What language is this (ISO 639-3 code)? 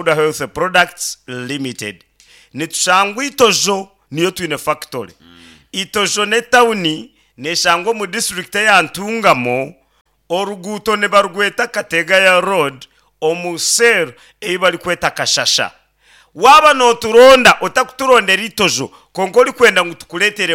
nyn